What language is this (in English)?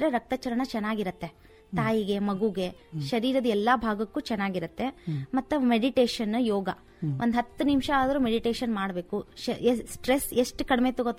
Kannada